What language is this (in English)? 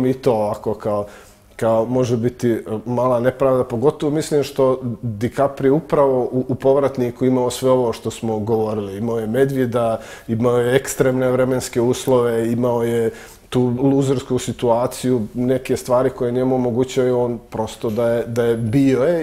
Bosnian